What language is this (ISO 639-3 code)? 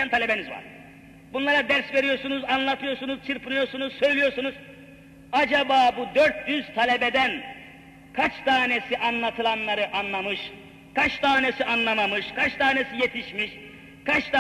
tur